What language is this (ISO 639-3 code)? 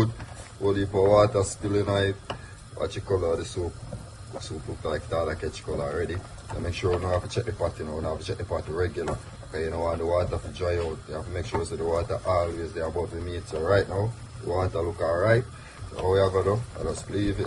jam